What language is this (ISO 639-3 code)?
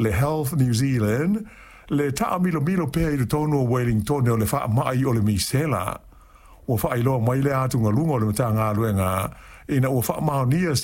smo